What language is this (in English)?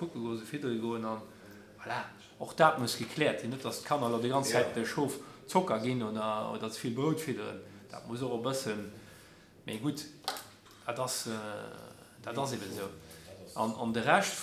Luxembourgish